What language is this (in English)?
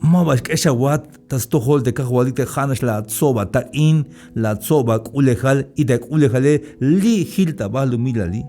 Tzeltal